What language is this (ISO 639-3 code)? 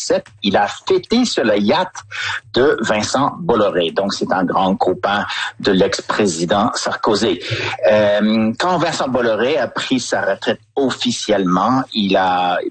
fra